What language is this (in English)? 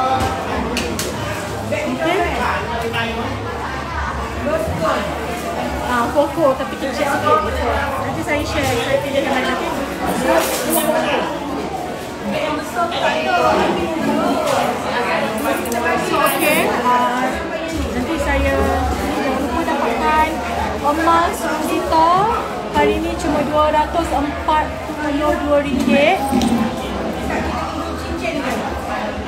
Malay